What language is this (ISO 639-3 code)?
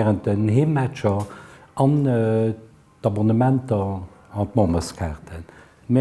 ltz